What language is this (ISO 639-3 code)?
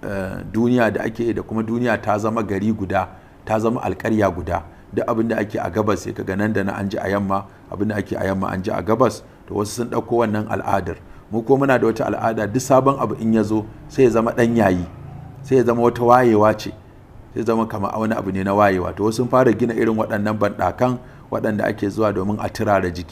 hau